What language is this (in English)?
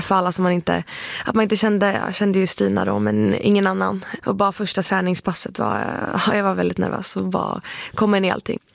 Swedish